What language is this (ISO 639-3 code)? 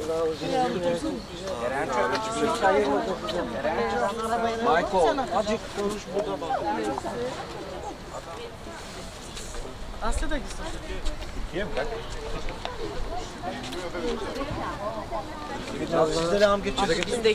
tur